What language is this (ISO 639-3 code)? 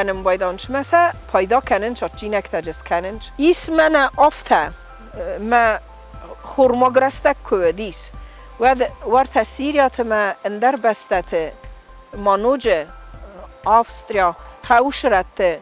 oss